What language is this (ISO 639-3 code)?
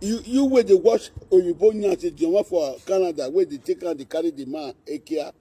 pcm